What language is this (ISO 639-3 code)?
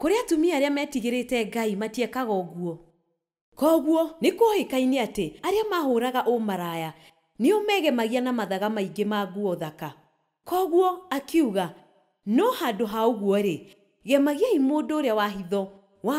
kik